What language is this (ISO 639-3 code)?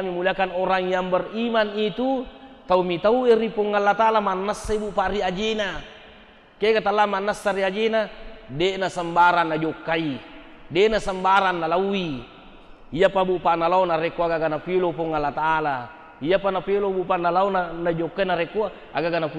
bug